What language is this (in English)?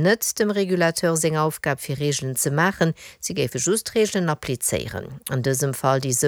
Luxembourgish